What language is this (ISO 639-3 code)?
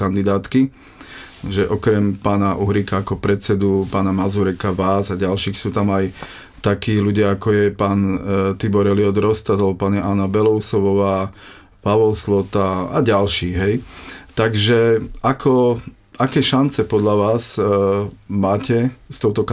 slk